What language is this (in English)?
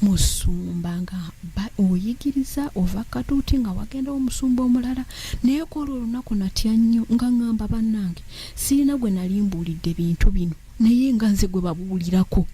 Ganda